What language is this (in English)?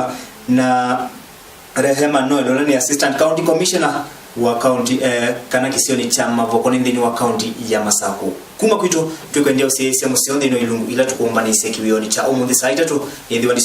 Kamba